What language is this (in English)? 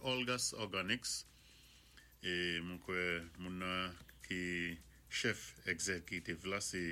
Saint Lucian Creole French